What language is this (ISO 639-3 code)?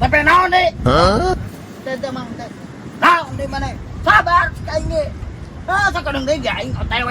sun